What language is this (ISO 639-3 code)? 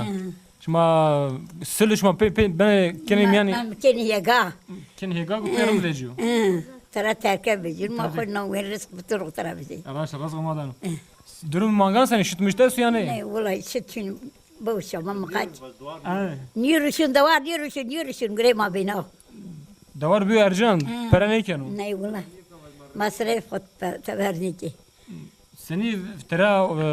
zza